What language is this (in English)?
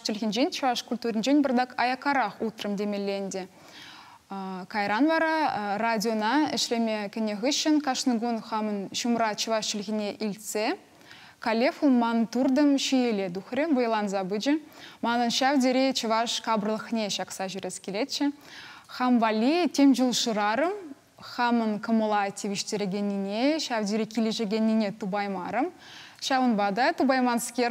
Chuvash